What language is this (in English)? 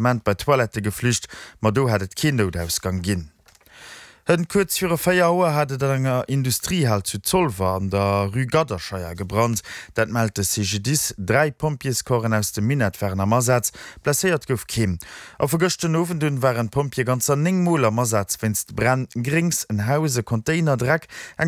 Luxembourgish